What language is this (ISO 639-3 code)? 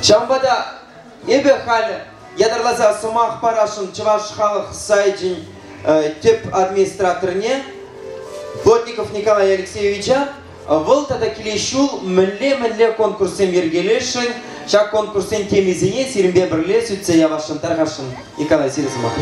chv